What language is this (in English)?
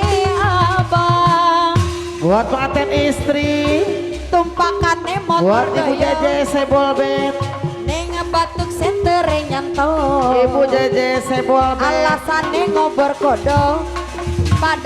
Betawi